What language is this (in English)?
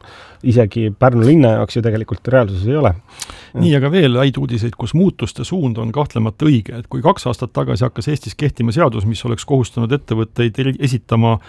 Estonian